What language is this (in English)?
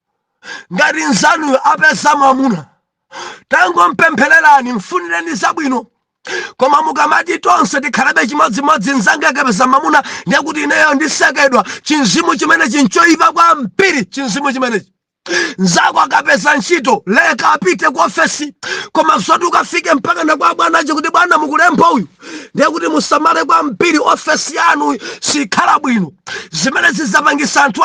Nyanja